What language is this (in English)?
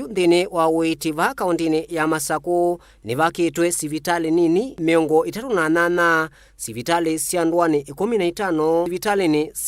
Kamba